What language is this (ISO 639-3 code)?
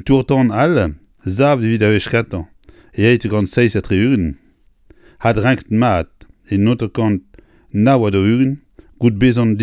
bre